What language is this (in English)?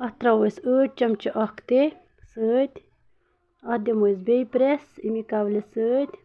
Kashmiri